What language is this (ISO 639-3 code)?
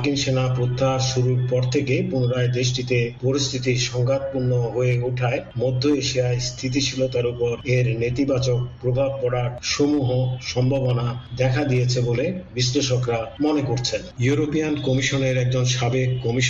ben